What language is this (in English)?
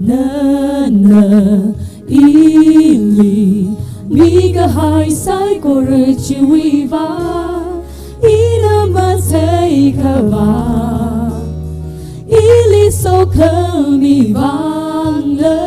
Tangkhul Naga (India)